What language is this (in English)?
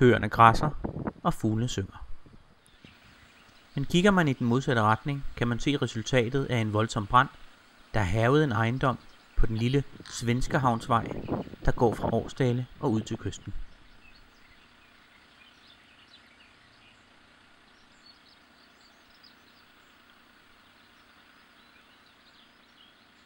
Danish